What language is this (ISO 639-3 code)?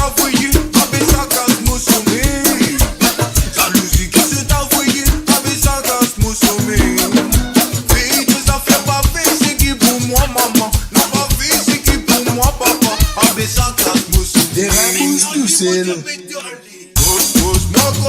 mfe